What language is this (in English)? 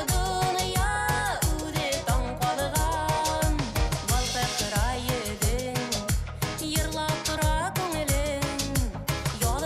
Bashkir